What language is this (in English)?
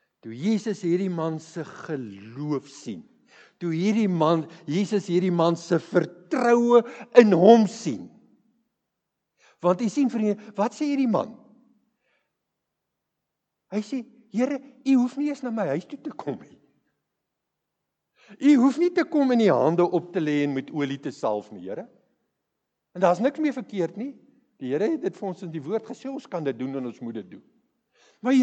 Afrikaans